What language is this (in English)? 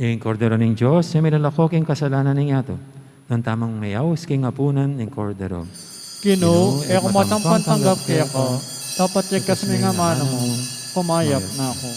Pampanga